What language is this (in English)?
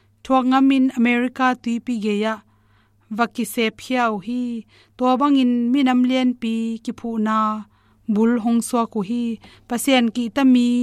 Tedim Chin